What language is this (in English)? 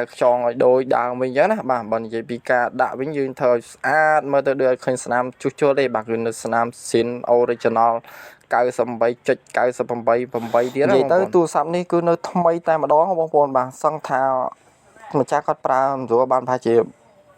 Khmer